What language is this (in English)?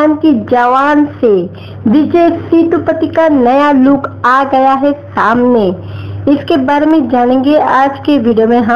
Hindi